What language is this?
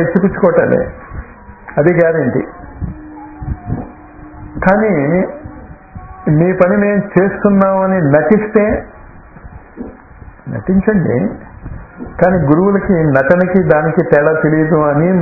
Telugu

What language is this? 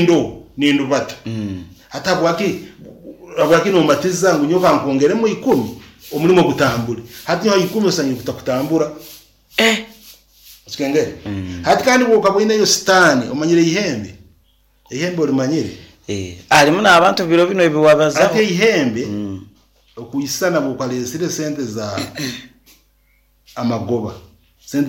Nyoro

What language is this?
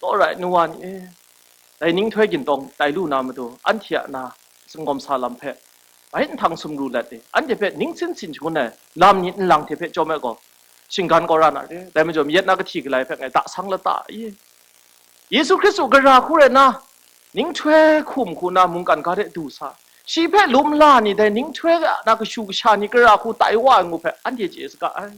Kachin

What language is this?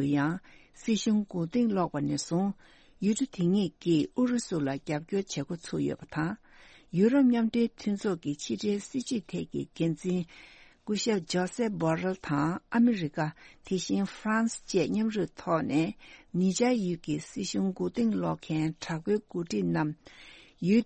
Tibetan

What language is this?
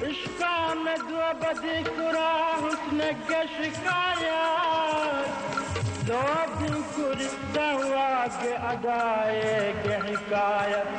Divehi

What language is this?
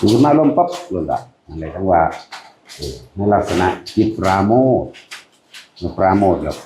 Northeastern Thai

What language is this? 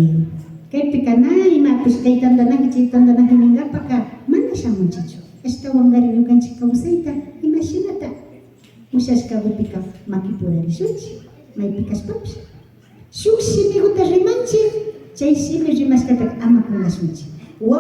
Imbabura Highland Quichua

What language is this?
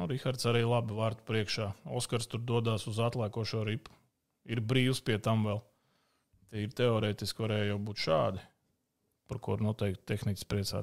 Latvian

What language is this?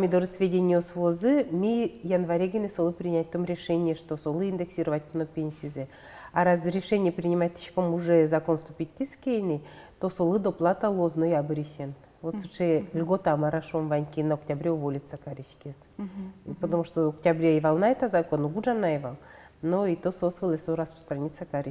Udmurt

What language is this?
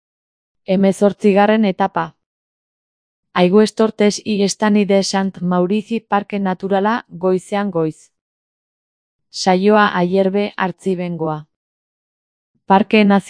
Basque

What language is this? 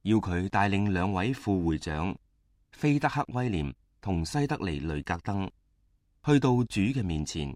Cantonese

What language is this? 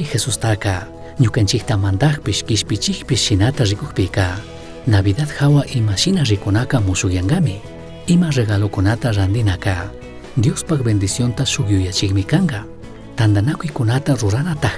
Chimborazo Highland Quichua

